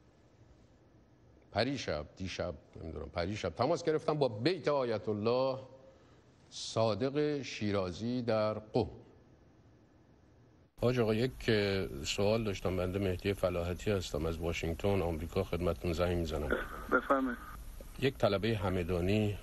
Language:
Persian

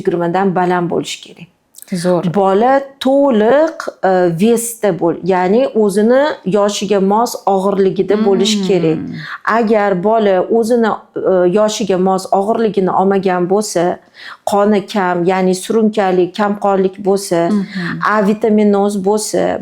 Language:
Uzbek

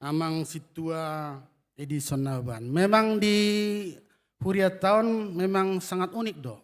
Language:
Batak Toba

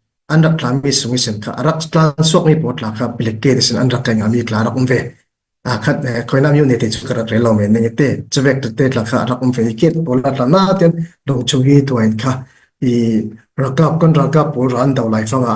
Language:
Falam Chin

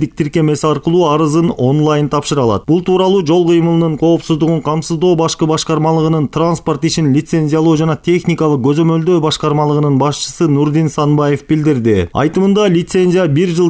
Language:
Kyrgyz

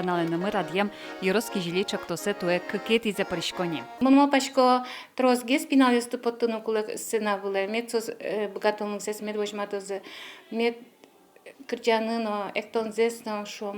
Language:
Udmurt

